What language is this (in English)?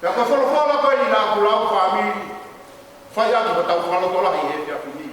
Tongan